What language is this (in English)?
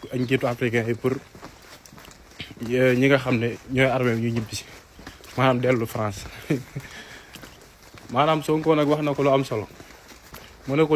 Wolof